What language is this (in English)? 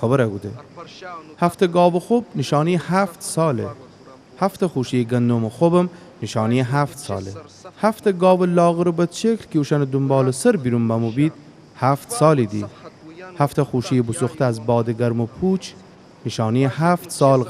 Gilaki